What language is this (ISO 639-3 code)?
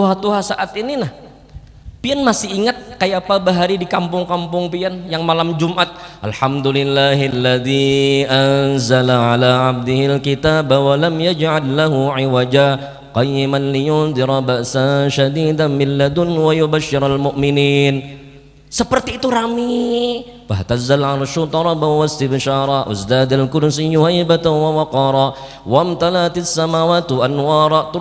bjn